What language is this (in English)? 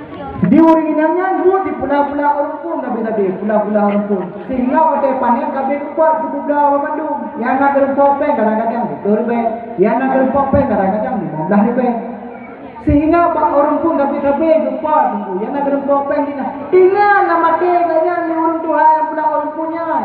Achinese